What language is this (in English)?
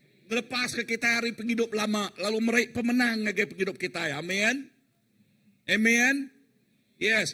Iban